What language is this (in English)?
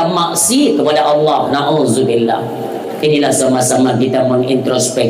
Achinese